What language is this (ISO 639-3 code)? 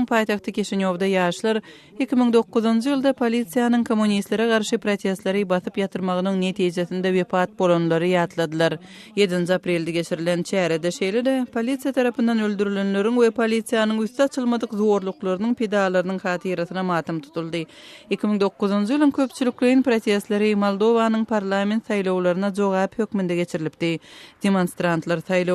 tuk